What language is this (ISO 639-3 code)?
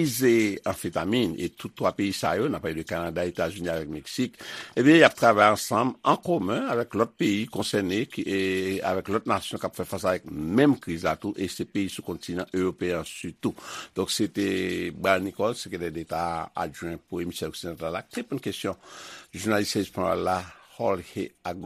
hat